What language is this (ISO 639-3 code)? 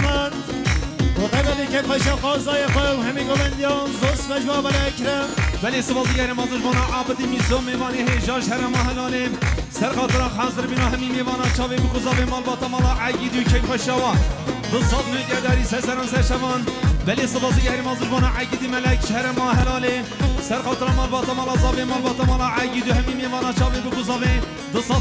kur